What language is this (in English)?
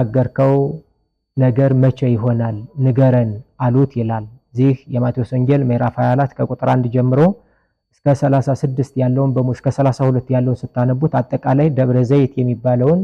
Amharic